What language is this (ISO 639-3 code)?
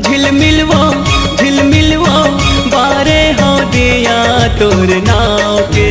hne